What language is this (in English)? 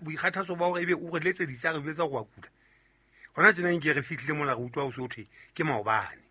Southern Sotho